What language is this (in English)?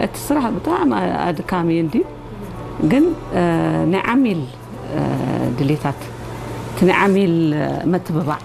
Tigrinya